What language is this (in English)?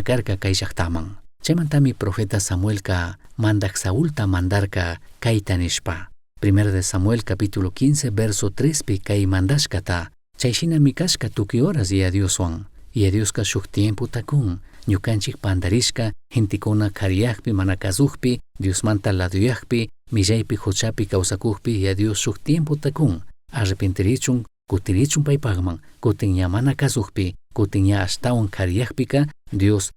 Chimborazo Highland Quichua